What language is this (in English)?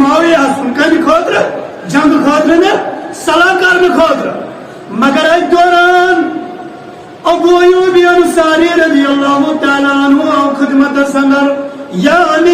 Kashmiri